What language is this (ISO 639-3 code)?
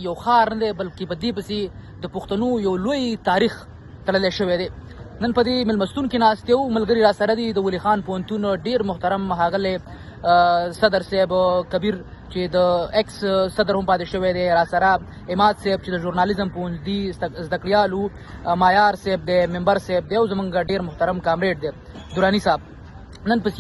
pus